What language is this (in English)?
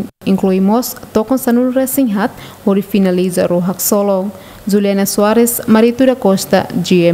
Tetum